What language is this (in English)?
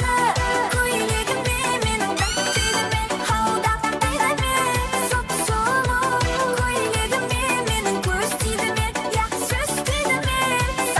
Kara-Kalpak